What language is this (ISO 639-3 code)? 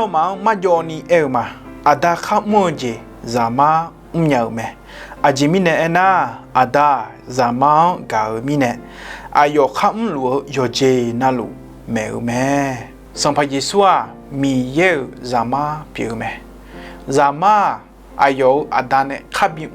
ahk